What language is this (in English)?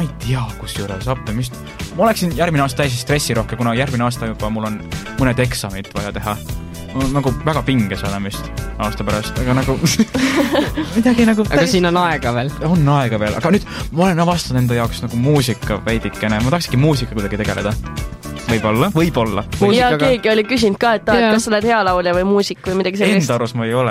Estonian